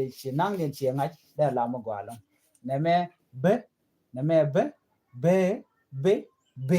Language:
Nuer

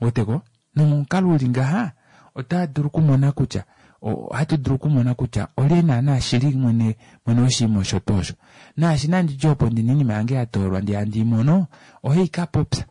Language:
Kuanyama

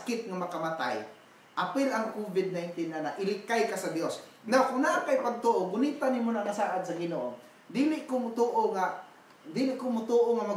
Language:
Cebuano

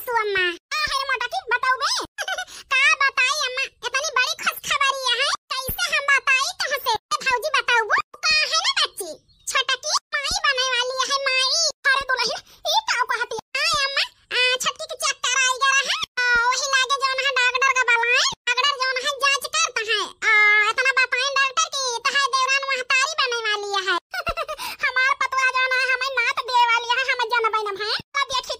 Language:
Awadhi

